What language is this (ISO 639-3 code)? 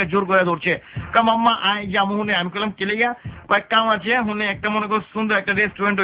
ben